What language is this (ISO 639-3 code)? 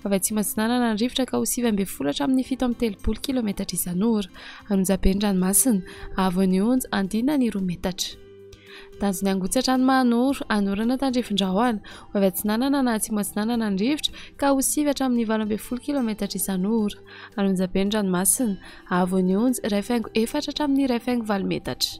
mlg